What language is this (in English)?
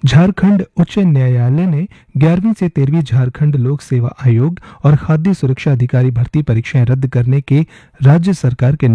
Hindi